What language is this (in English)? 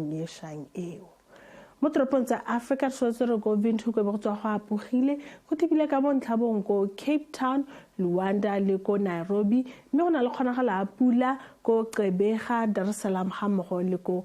Tswana